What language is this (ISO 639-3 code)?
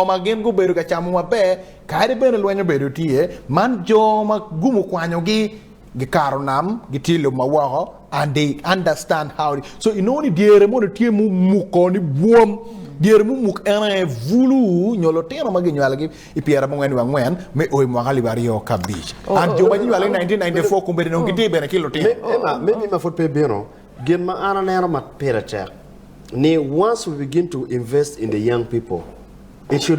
ach